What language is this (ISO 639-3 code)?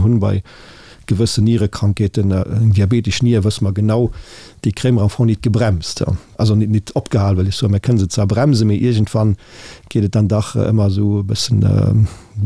ltz